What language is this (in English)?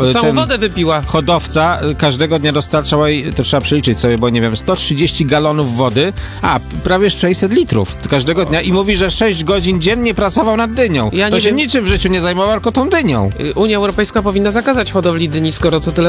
Polish